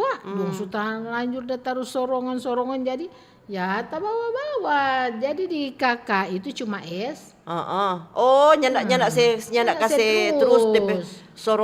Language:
Manado Malay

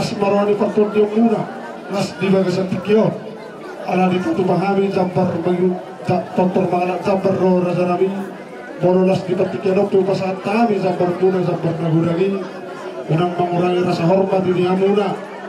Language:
Batak Toba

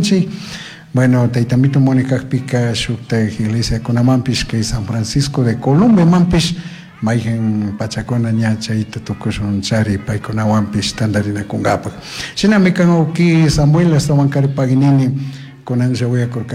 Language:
Chimborazo Highland Quichua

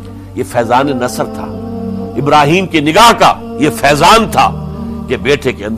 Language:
Urdu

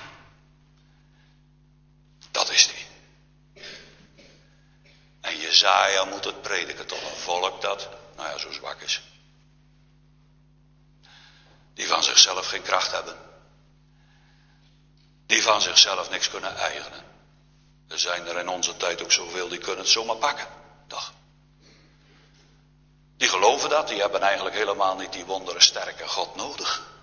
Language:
Dutch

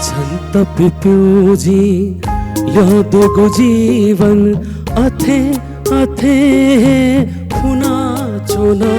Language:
Newari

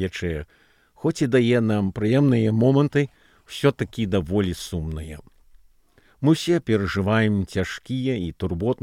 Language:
Belarusian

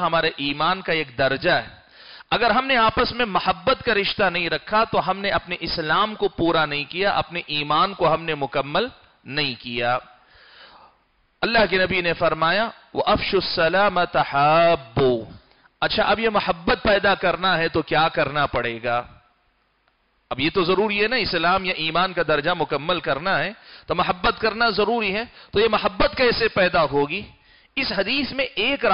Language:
Urdu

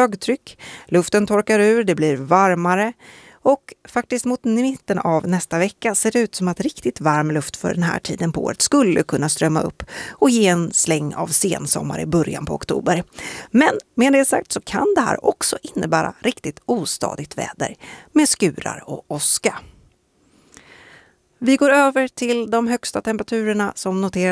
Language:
Swedish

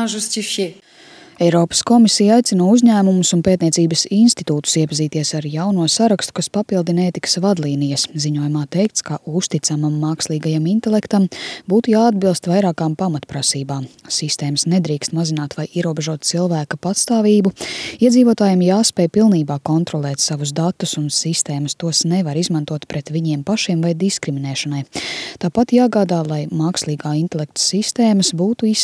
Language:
Latvian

